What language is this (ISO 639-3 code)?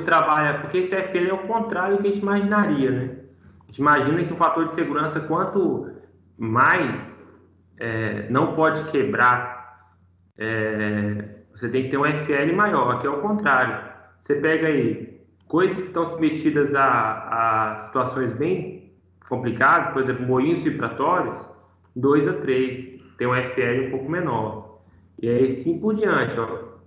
por